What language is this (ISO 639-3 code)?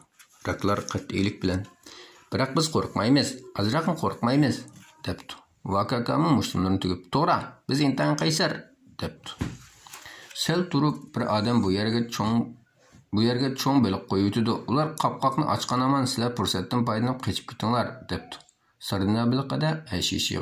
uig